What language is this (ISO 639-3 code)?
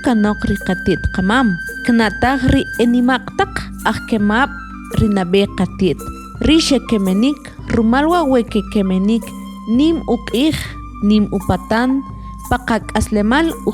quc